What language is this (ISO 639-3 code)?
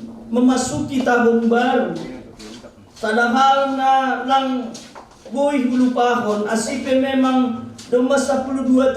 bts